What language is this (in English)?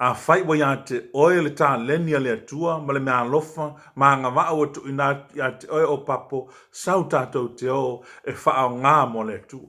Samoan